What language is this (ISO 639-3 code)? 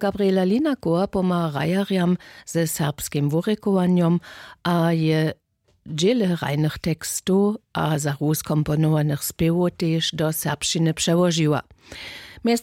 hsb